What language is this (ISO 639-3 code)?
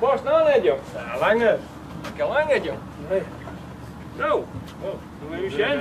fry